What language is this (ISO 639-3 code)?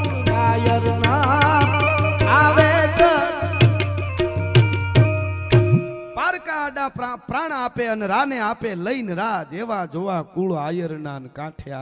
guj